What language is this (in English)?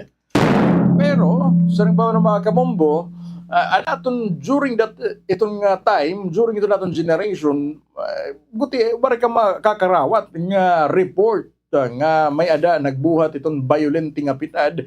Waray